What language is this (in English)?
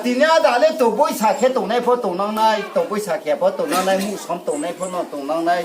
Riang (India)